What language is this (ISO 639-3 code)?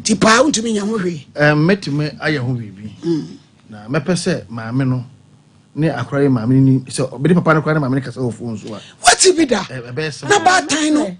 aka